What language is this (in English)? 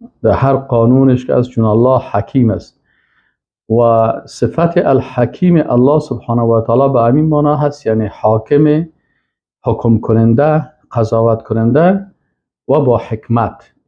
Persian